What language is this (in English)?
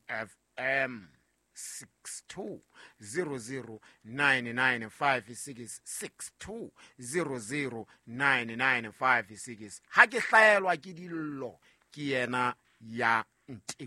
Southern Sotho